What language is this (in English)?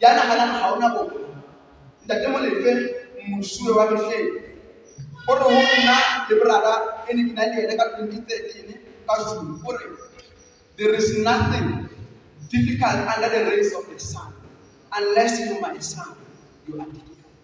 Southern Sotho